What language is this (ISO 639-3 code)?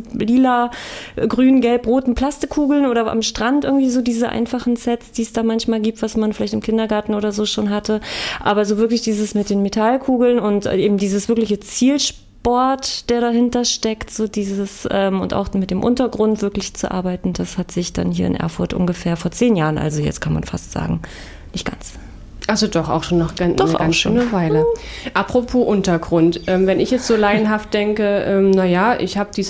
deu